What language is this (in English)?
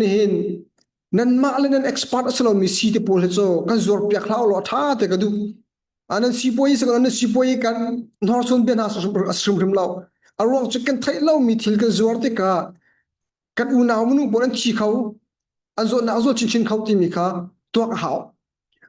Hakha Chin